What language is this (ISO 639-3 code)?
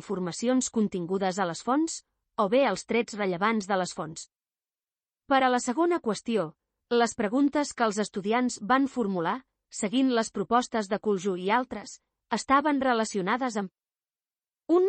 cat